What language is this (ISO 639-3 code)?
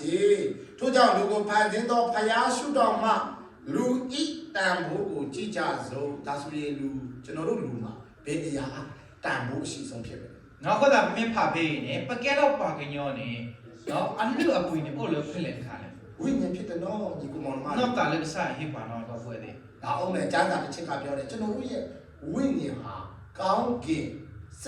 ksw